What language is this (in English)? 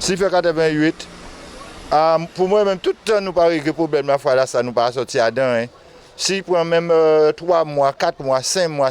Guadeloupean Creole French